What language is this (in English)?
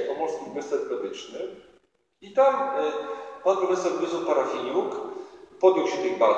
Polish